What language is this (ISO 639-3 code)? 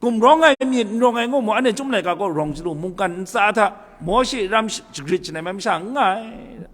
kac